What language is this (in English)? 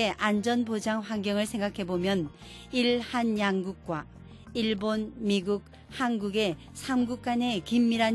Korean